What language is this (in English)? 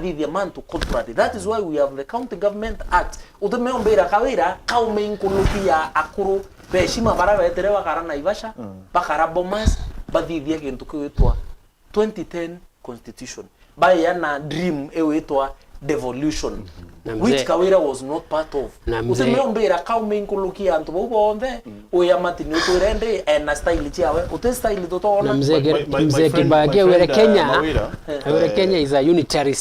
Meru